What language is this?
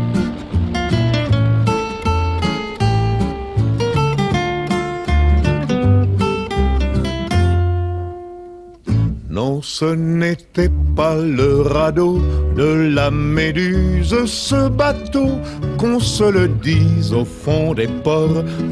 French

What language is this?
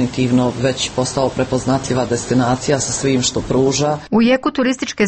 Croatian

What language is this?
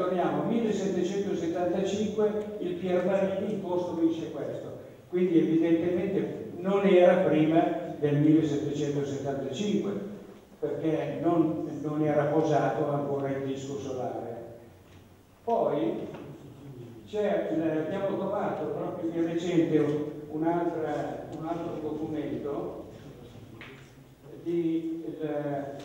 Italian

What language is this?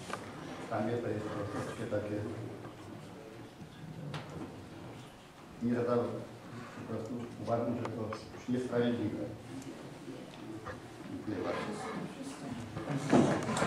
Polish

